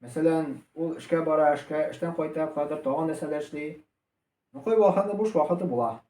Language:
Tatar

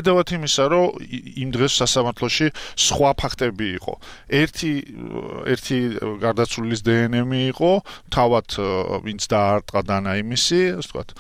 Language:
Georgian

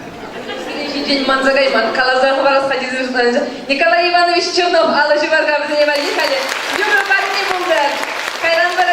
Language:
Chuvash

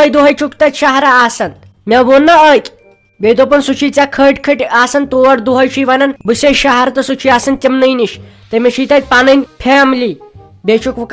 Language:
Kashmiri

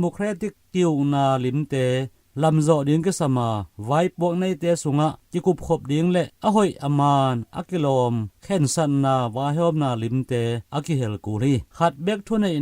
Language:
Tedim Chin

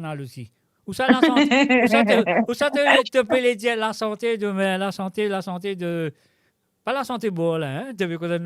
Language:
Morisyen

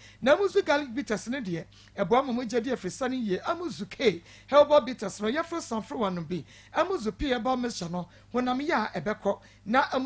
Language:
Akan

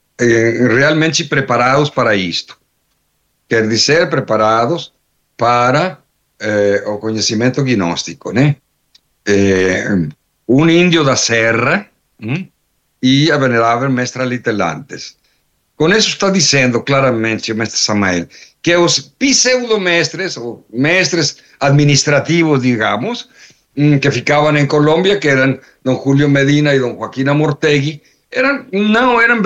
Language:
Portuguese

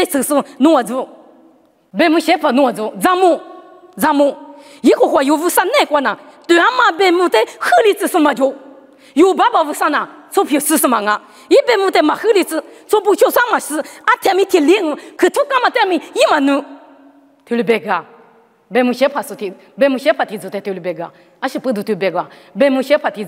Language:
Lisu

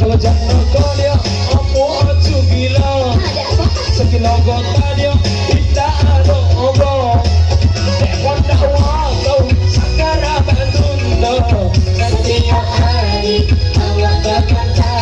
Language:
Minangkabau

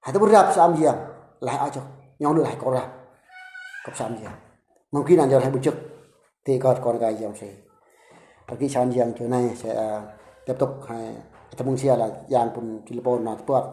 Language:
Eastern Bru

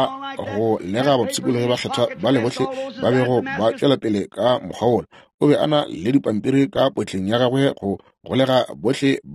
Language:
Northern Sotho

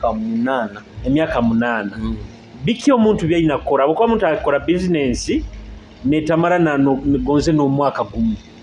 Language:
Nyoro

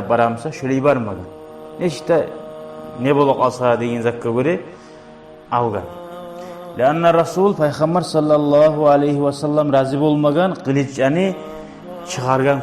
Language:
Kumyk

